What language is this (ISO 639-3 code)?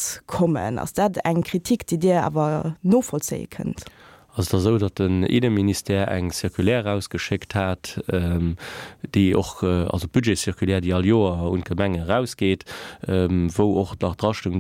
ltz